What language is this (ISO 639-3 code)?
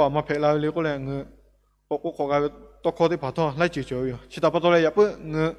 lhu